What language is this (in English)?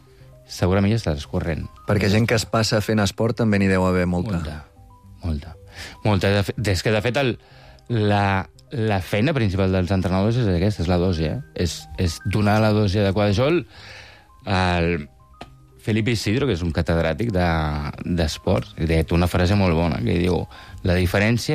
Catalan